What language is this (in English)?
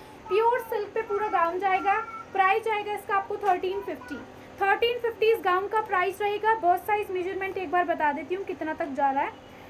Hindi